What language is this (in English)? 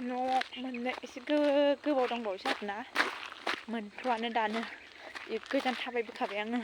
Bodo